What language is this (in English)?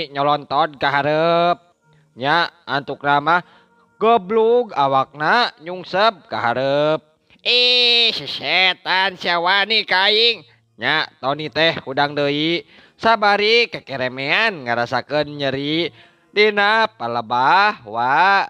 Sundanese